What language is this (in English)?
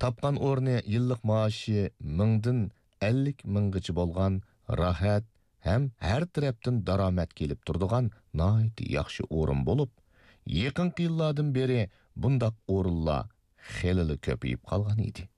Uyghur